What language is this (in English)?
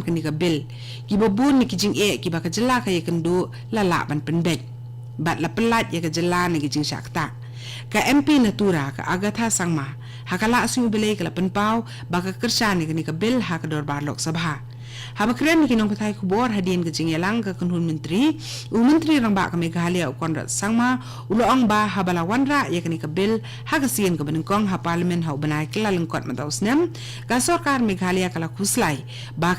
Khasi